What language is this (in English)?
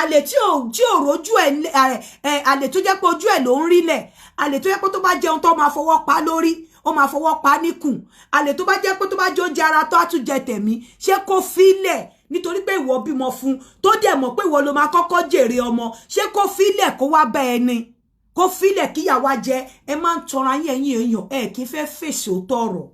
Yoruba